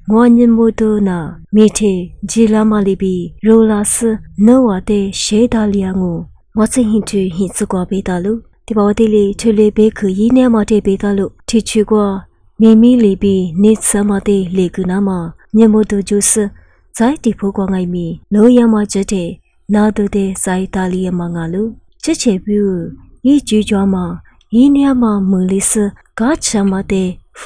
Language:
Lisu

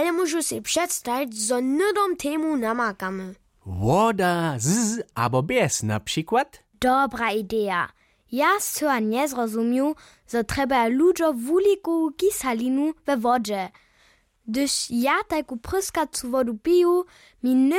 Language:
Upper Sorbian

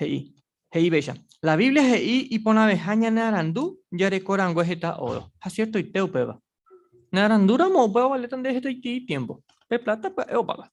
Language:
Guarani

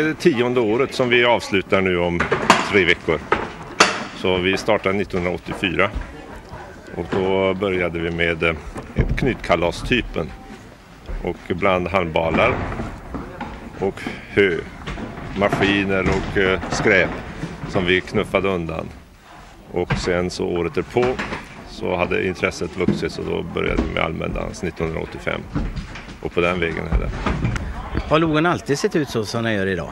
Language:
Swedish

